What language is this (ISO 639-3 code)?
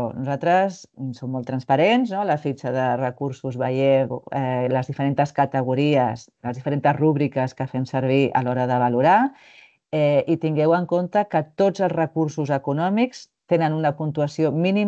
cat